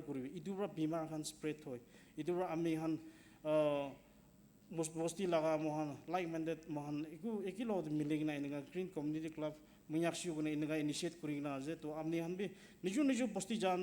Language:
Naga Pidgin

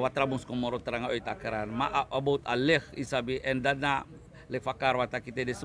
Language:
Sranan Tongo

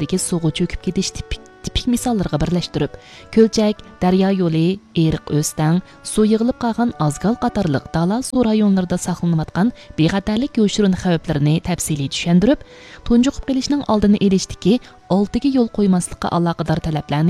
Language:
Uyghur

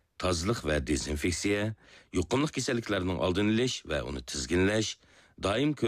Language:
Uyghur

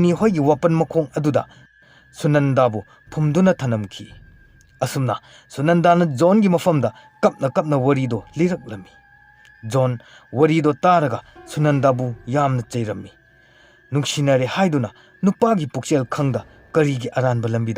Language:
Manipuri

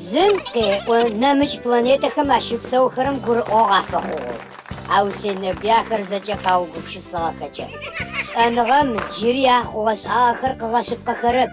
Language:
Adyghe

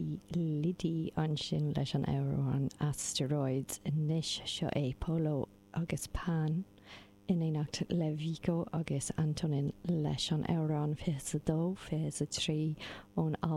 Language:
Irish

